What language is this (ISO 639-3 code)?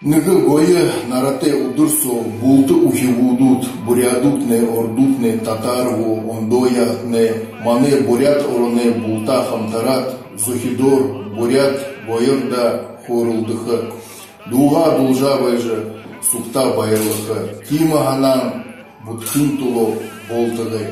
bua